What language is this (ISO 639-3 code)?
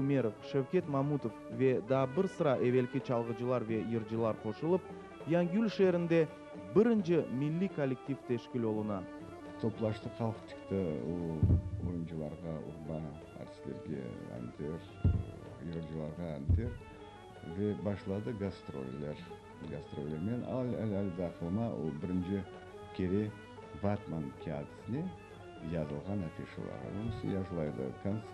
crh